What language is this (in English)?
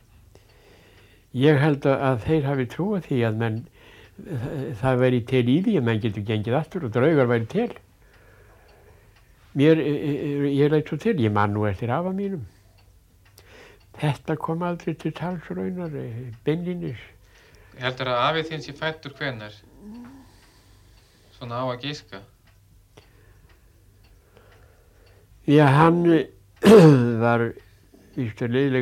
Icelandic